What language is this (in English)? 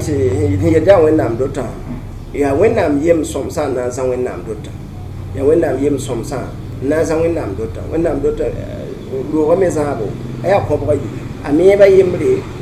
Mossi